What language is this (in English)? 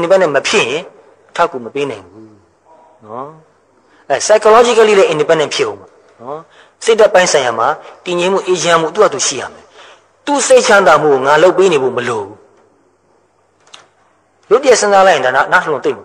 Burmese